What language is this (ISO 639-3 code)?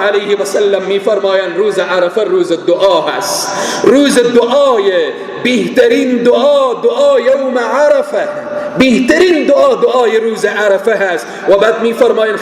fas